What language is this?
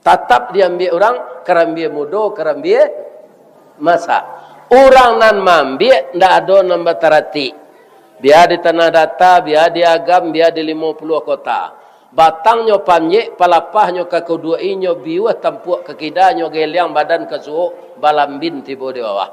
Minangkabau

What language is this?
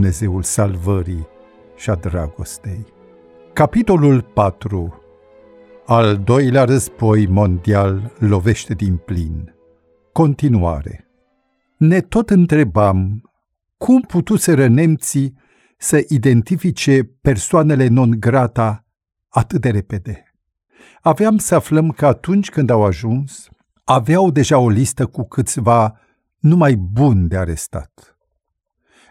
Romanian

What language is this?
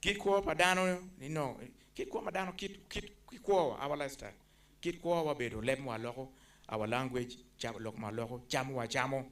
Acoli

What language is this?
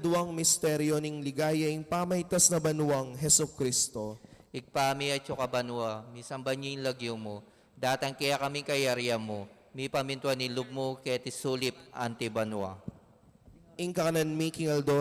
Pampanga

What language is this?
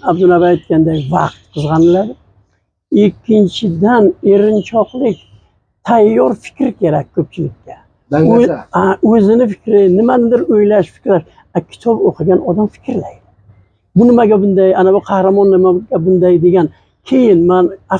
Uzbek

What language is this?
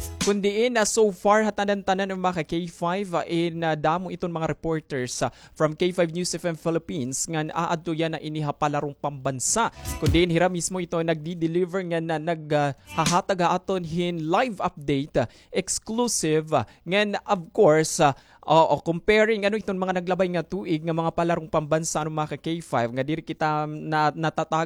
Waray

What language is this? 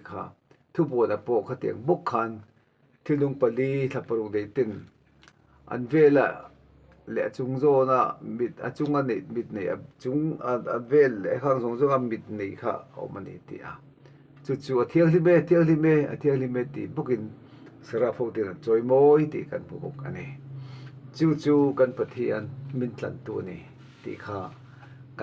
Mizo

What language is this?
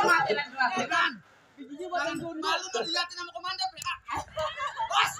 Betawi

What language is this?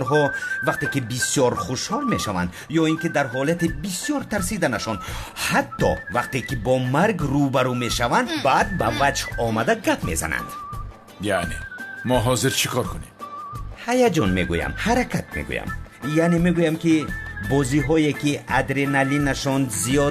Tajik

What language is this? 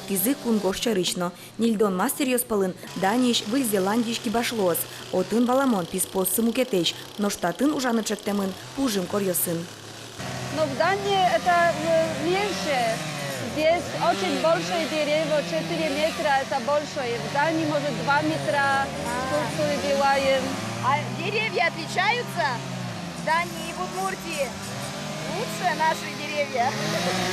Udmurt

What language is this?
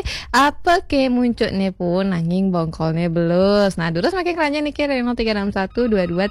Balinese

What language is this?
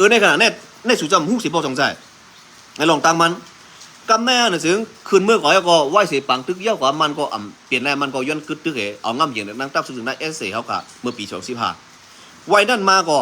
Shan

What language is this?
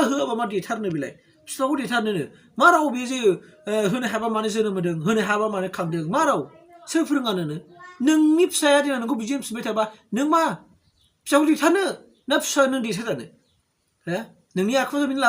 Bodo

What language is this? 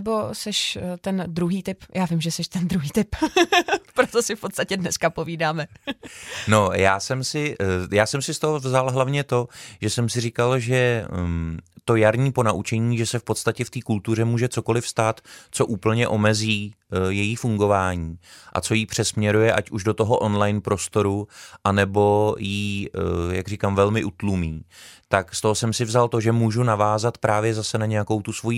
Czech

